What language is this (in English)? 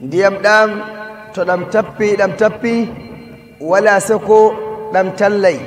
Nigerian Fulfulde